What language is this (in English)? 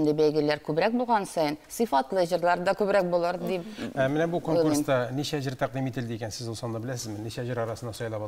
Tatar